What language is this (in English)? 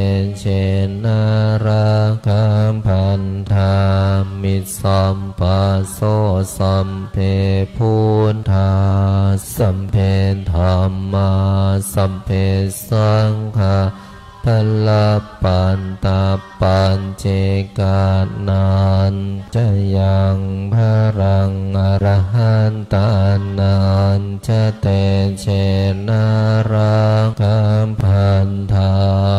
Pali